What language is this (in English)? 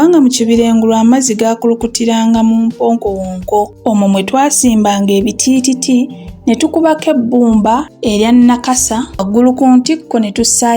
Ganda